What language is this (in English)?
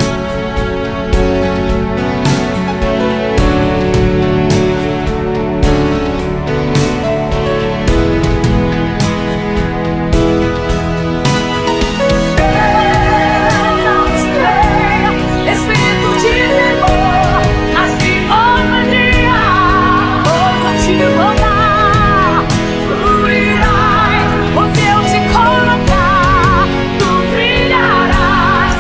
Portuguese